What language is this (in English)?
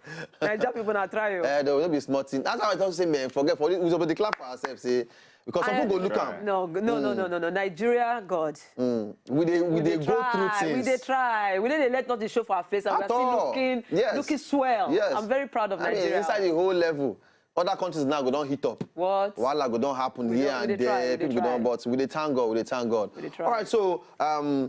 Nigerian Pidgin